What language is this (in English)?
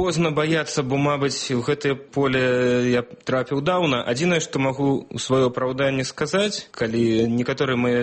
Belarusian